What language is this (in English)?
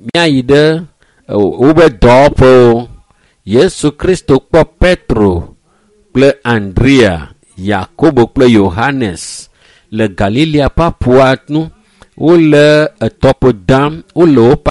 Ewe